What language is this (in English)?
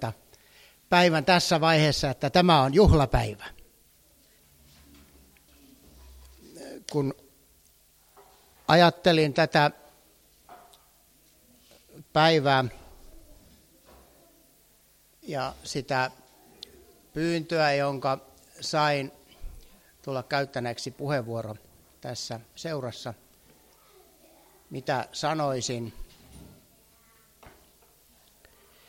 Finnish